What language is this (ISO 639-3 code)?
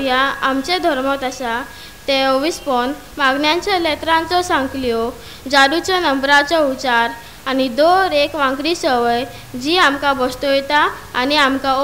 kok